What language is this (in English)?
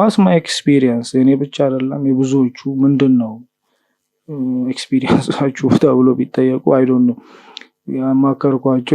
Amharic